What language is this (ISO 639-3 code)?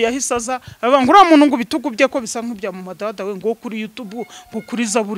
kin